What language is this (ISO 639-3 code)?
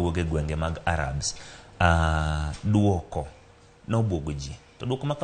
luo